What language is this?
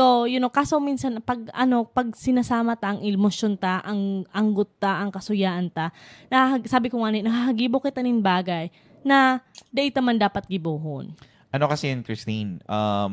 Bikol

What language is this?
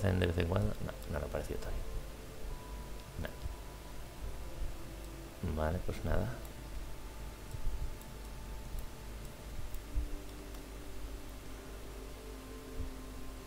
Spanish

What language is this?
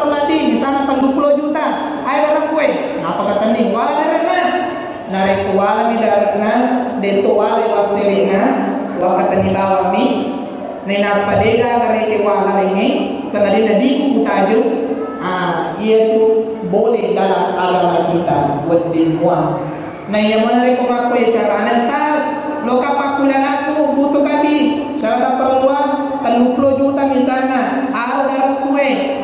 Buginese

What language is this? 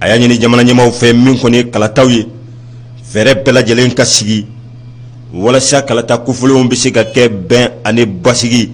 Bambara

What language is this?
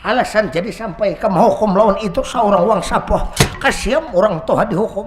Banjar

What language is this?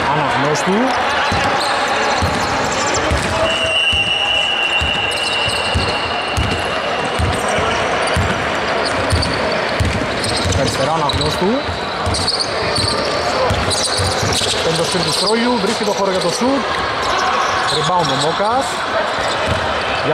Greek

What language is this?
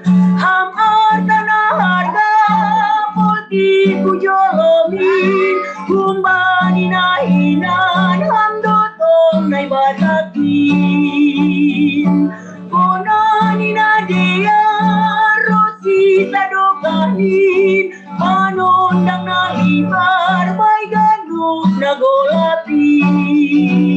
Batak Simalungun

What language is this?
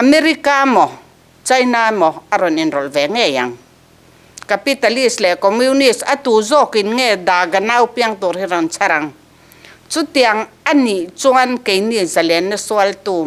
Mizo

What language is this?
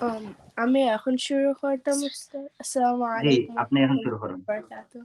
Sylheti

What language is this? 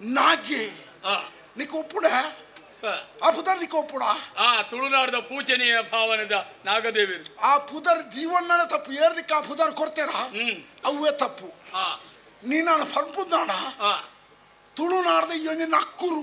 Tulu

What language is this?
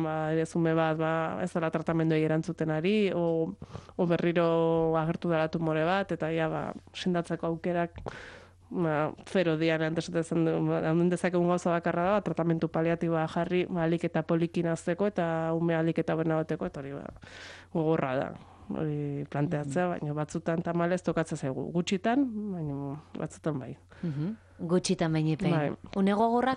Basque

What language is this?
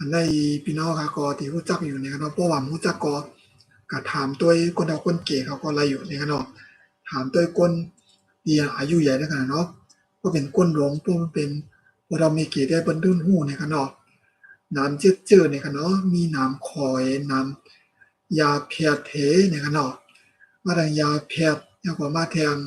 Shan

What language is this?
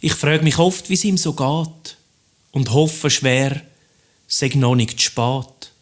Swiss German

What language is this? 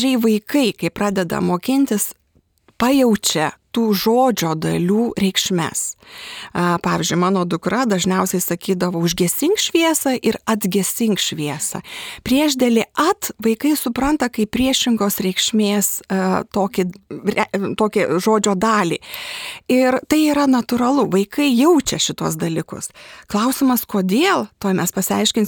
Lithuanian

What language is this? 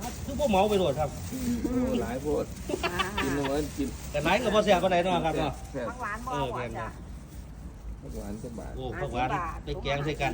Northeastern Thai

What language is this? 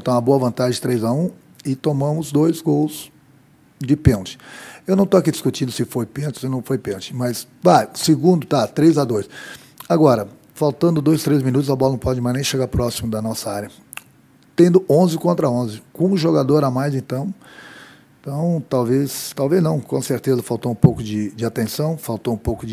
Portuguese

